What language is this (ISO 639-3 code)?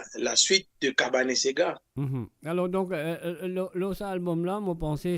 mfe